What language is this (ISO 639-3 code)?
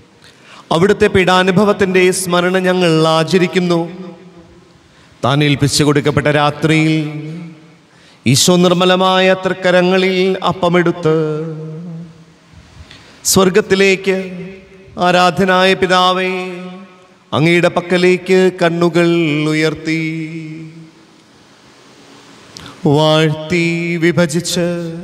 mal